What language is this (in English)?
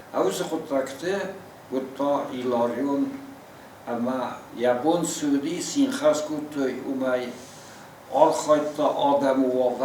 Ossetic